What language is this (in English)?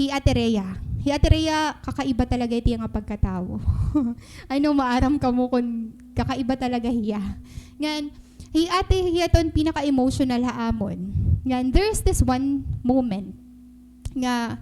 Waray